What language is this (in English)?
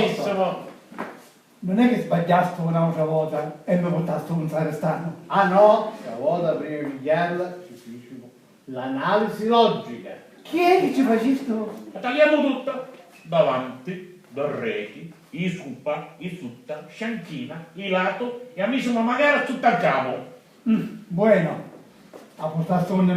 Sicilian